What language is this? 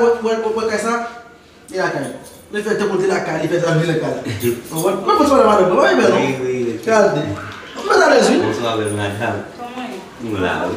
Haitian Creole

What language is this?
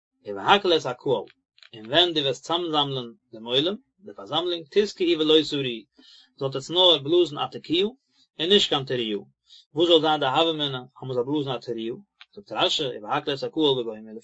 Yiddish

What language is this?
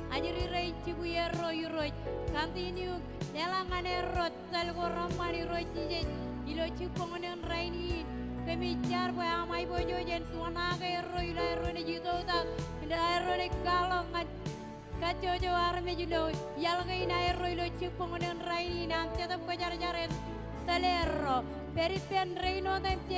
Marshallese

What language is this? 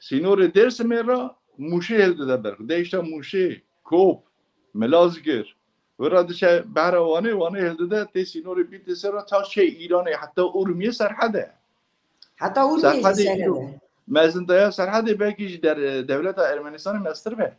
Kurdish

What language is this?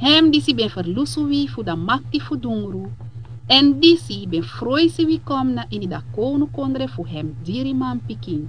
Sranan Tongo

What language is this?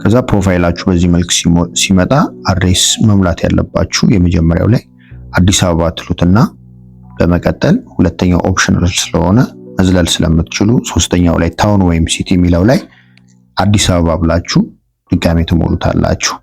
Amharic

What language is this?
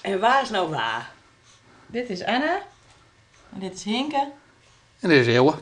Western Frisian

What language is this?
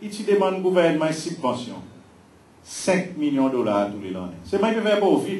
Seselwa Creole French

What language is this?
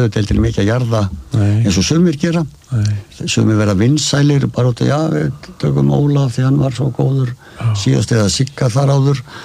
Icelandic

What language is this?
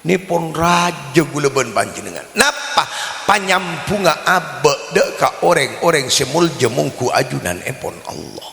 Madurese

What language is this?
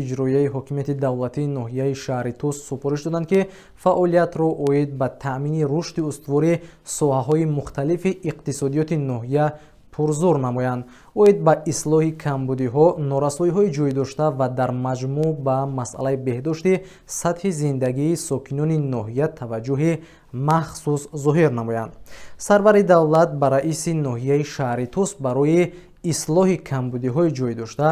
Tajik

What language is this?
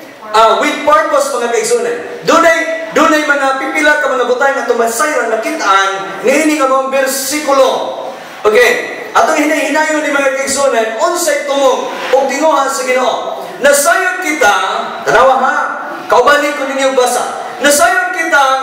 Cebuano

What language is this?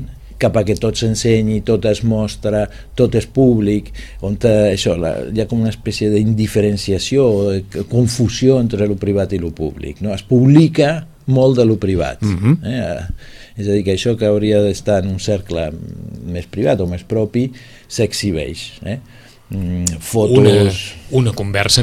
Catalan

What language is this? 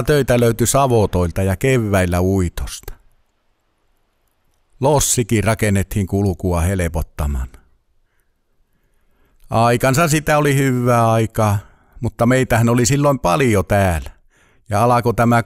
Finnish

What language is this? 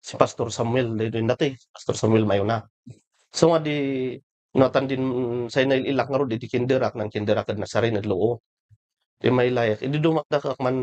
Kankanaey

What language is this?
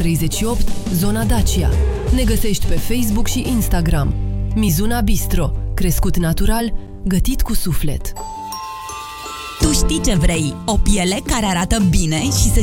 Romanian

